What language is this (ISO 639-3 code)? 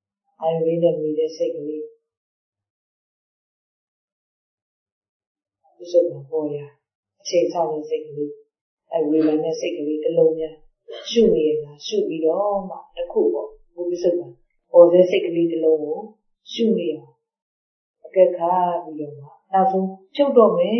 mya